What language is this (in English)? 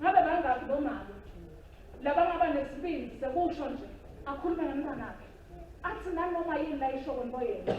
Swati